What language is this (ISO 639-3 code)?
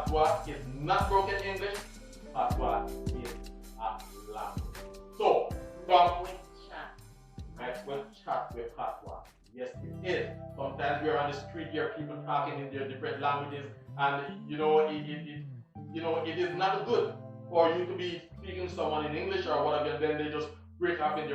jam